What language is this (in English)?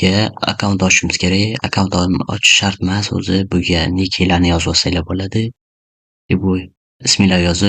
Uzbek